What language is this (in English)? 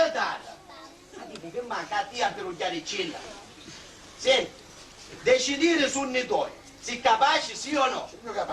Sicilian